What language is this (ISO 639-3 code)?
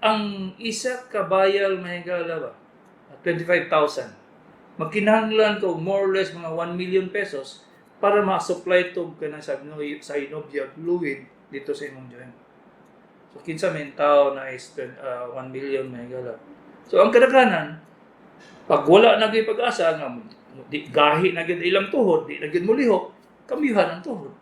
ceb